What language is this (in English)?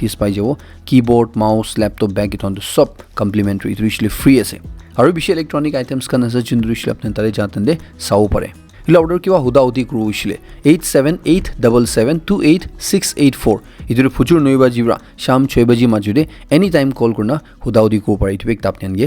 Naga Pidgin